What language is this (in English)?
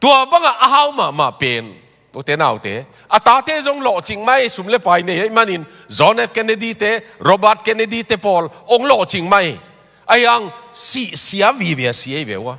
Tedim Chin